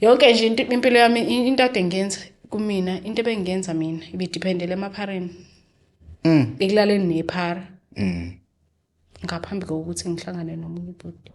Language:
Zulu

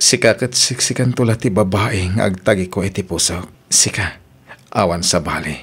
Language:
Iloko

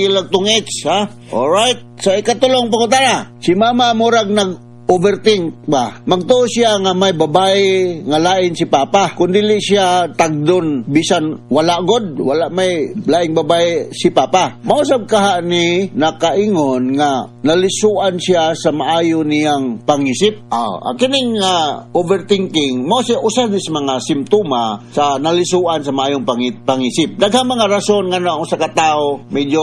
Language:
Cebuano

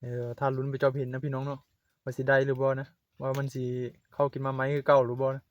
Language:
Northeastern Thai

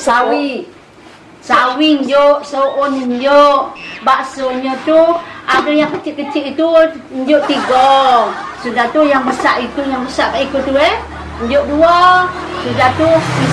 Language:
Musi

